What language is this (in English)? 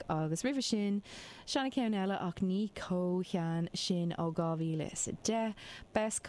Irish